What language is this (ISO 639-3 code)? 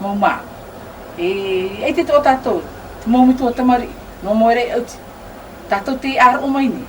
tah